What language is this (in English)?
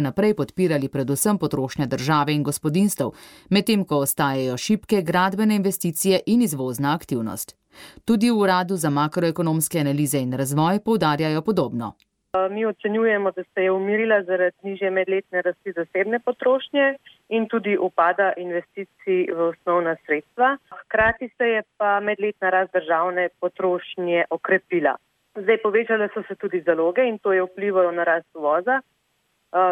Slovenian